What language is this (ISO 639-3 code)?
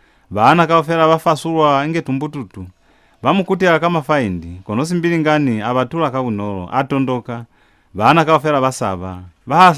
loz